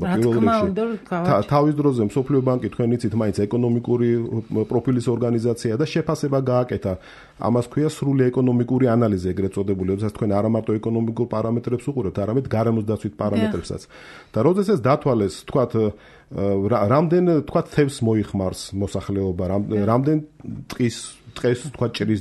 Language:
Georgian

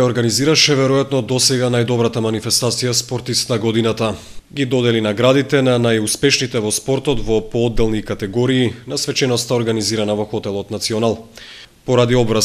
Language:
Macedonian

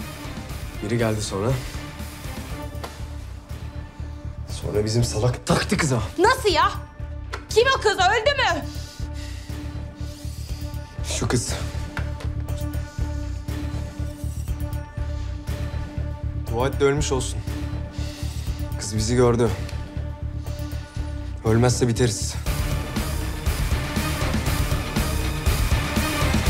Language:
Turkish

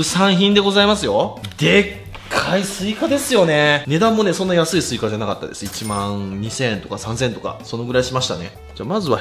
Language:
Japanese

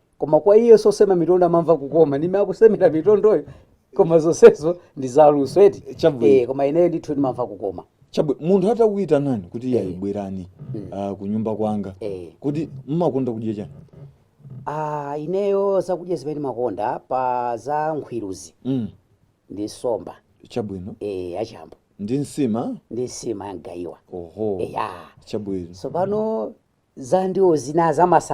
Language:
Nyanja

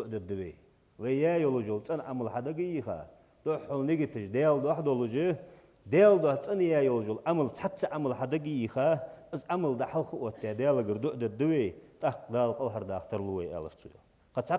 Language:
Ingush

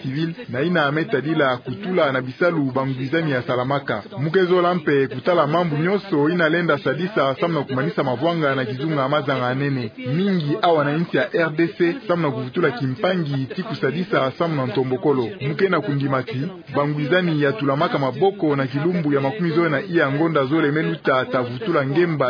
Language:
Kituba (Democratic Republic of Congo)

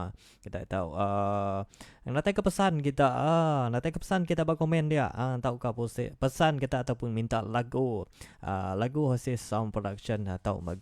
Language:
Iban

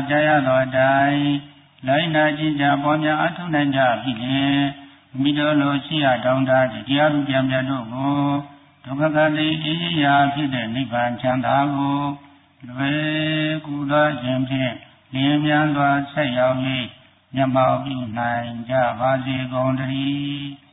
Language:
Burmese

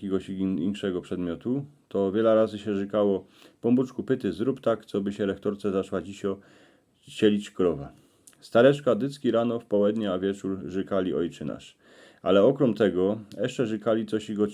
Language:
Silesian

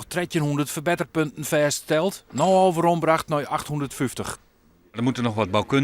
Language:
Western Frisian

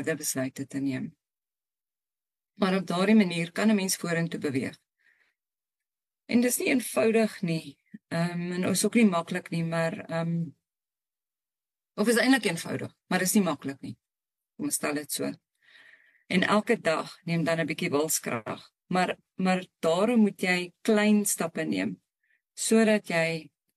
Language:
Afrikaans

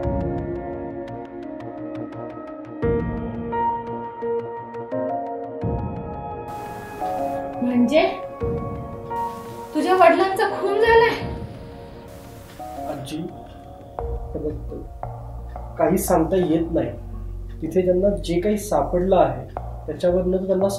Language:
Marathi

